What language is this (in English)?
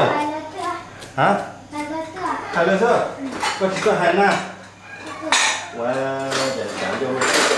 Vietnamese